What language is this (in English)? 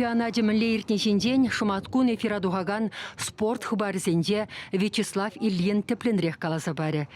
Chuvash